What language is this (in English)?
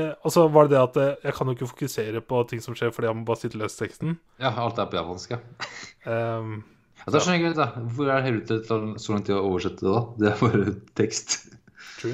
Norwegian